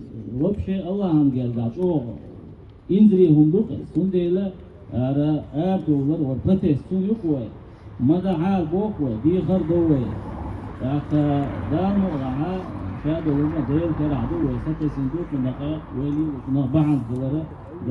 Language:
Chechen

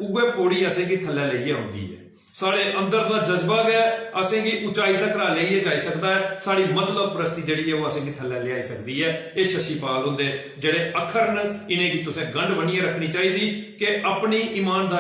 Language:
Dogri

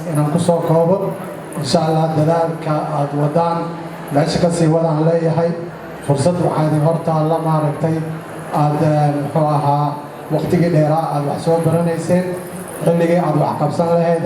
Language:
Somali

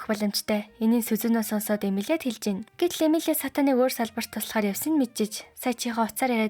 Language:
Mongolian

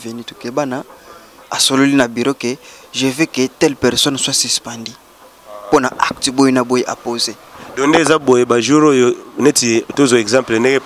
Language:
Lingala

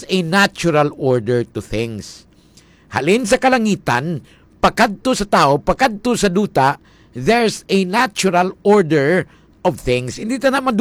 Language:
Hiligaynon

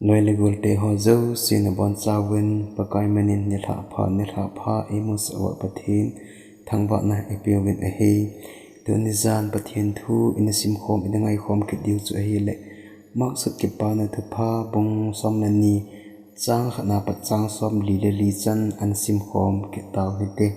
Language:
Thado Chin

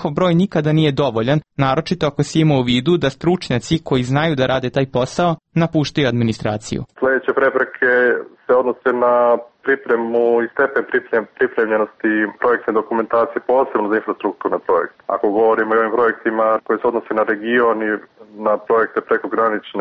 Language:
Serbian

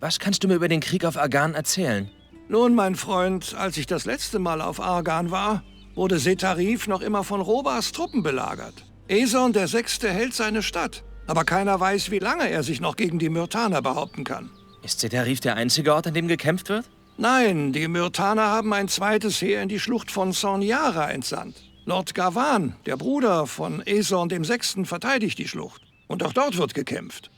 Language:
Bavarian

